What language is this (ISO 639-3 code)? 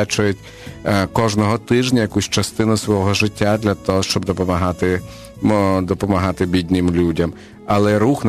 ukr